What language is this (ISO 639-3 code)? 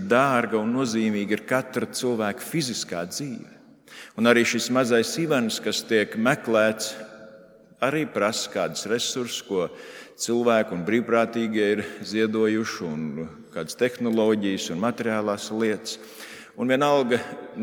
lav